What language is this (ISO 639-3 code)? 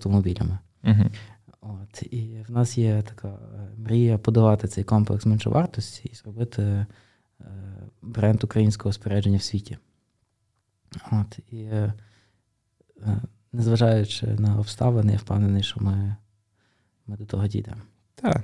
ukr